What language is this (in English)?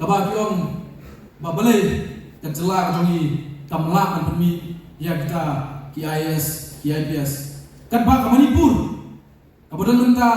Khasi